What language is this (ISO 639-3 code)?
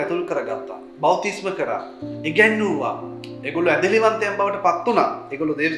sin